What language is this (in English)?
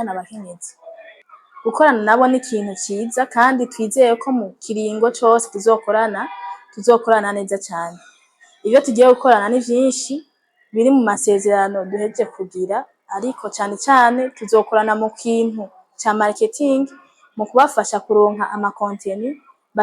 Rundi